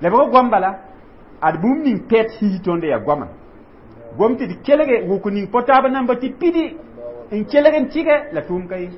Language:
Mossi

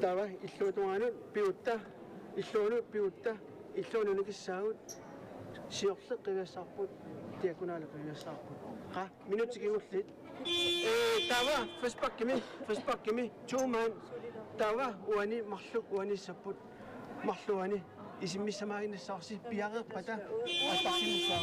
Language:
Kalaallisut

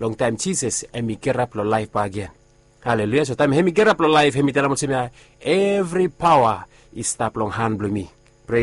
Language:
Bislama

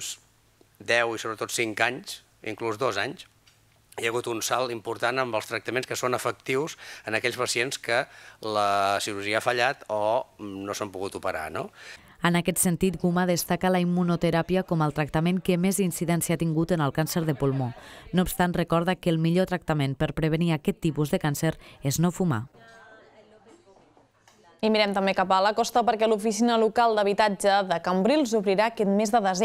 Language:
Catalan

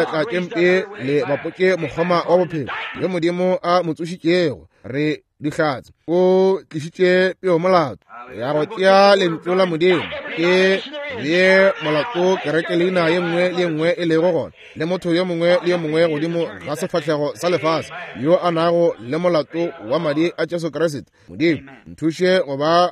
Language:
Northern Sotho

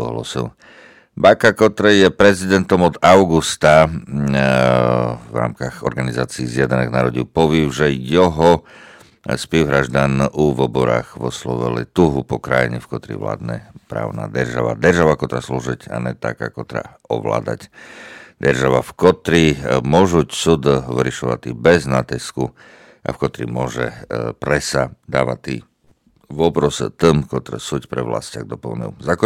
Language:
Rusyn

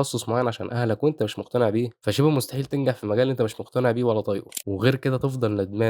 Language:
Egyptian Arabic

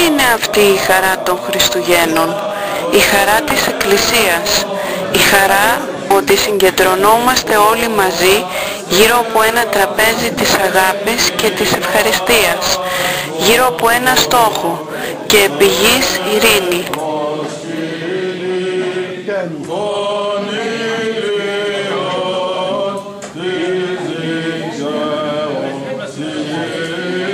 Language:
Greek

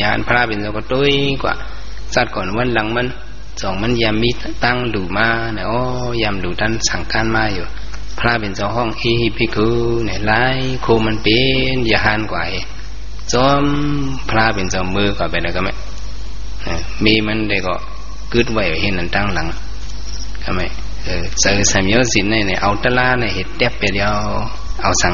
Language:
Shan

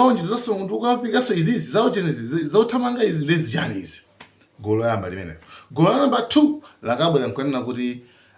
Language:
Nyanja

